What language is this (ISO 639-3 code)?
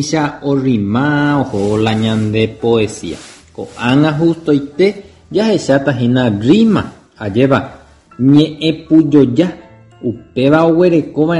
grn